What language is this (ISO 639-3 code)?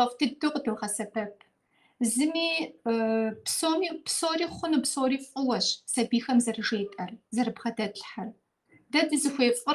kbd